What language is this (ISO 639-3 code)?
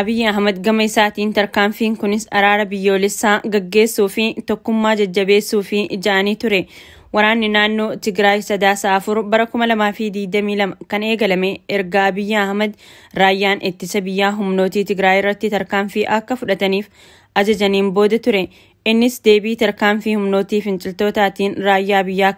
orm